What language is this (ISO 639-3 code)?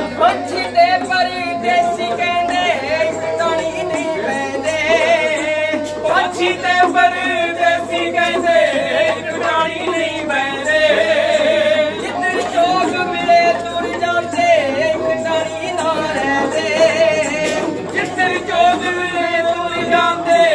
pan